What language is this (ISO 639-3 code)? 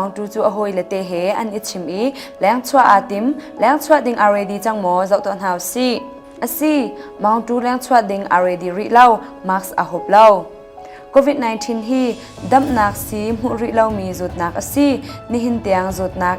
cnh